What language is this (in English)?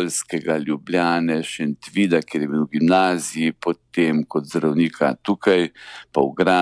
Slovenian